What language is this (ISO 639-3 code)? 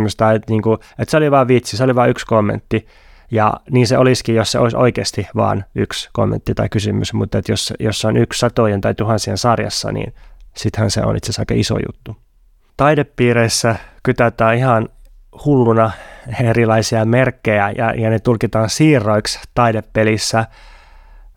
fin